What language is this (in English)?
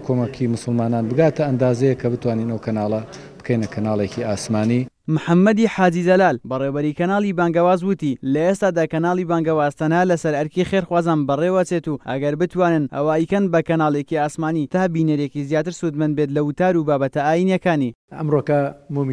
Central Kurdish